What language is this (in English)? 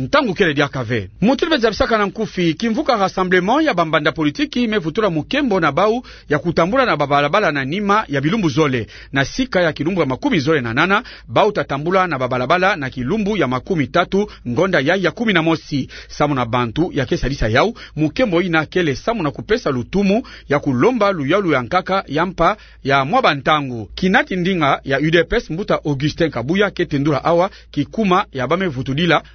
Kituba (Democratic Republic of Congo)